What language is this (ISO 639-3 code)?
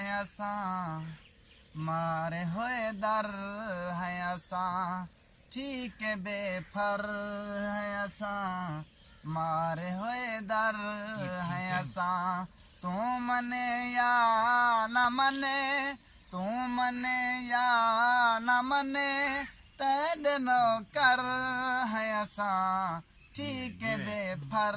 skr